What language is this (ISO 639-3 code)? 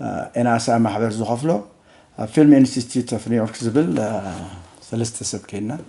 tir